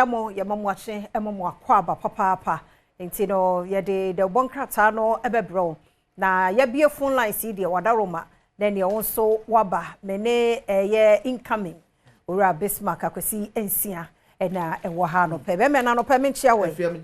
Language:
Akan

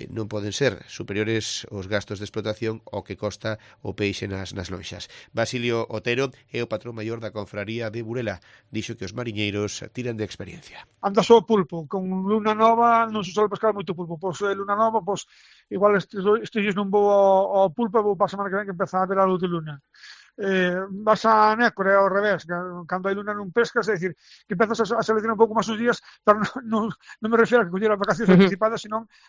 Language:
Galician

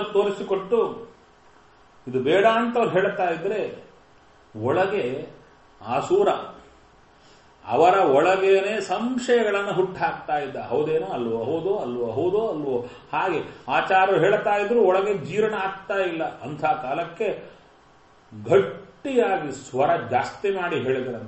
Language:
Kannada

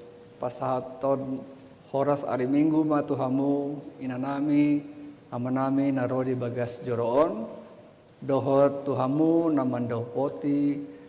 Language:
Batak Toba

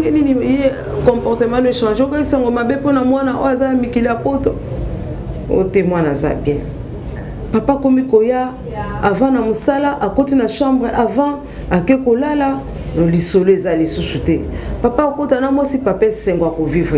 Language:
Lingala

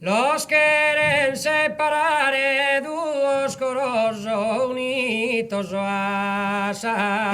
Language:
Sardinian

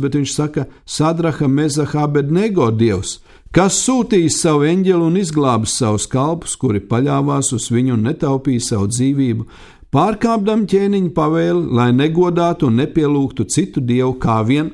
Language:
Latvian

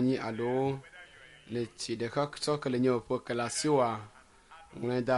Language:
Ewe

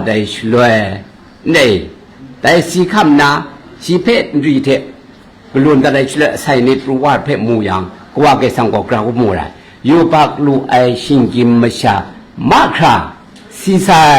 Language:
Kachin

